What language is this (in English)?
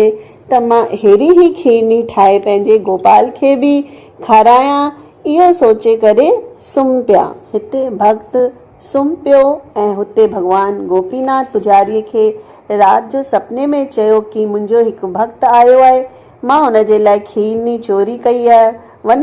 Sindhi